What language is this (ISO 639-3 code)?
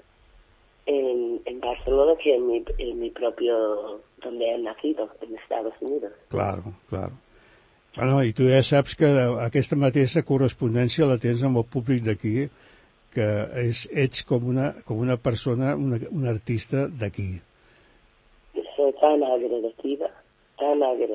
cat